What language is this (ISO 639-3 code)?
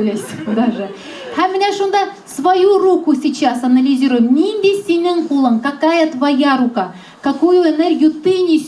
tat